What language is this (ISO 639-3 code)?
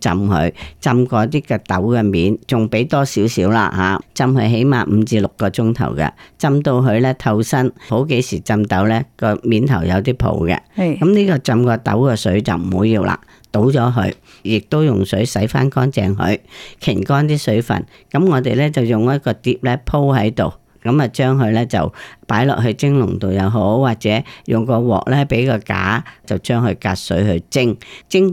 yue